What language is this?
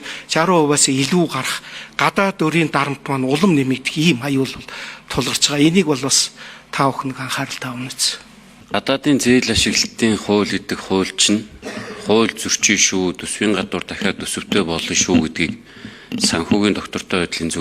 Mongolian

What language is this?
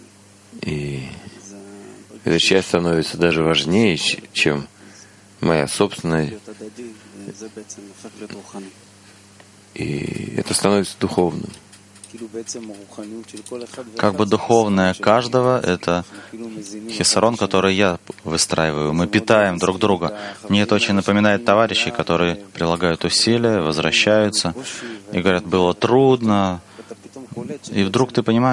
Russian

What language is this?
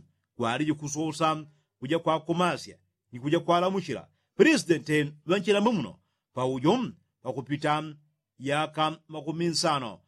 Yao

